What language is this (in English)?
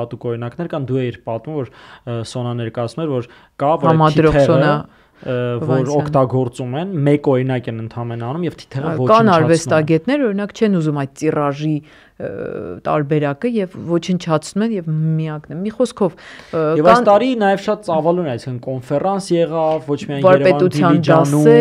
Armenian